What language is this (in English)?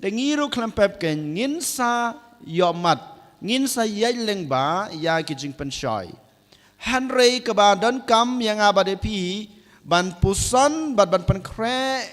Khasi